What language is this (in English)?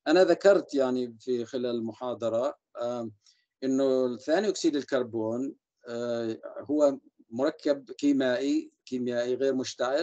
Arabic